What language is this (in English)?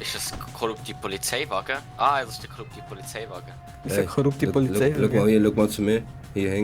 Swiss German